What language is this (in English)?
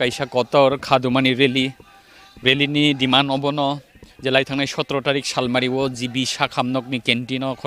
Kok Borok